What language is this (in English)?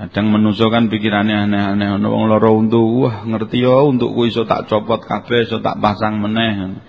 Javanese